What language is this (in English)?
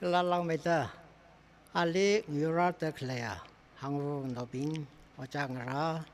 Tangkhul Naga (India)